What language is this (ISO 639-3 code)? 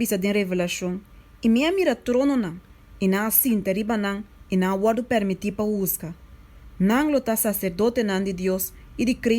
pap